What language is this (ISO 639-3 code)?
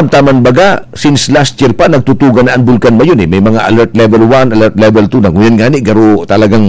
bik